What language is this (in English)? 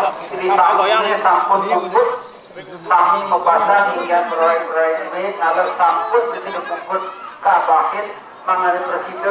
Balinese